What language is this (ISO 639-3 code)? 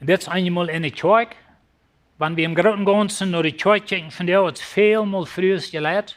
pdt